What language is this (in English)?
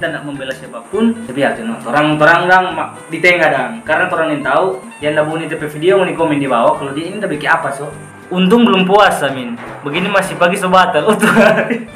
Manado Malay